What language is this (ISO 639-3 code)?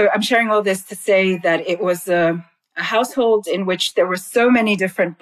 eng